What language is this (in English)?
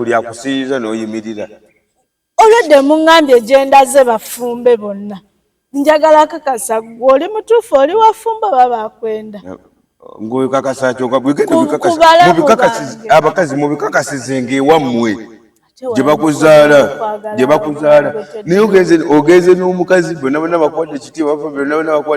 Ganda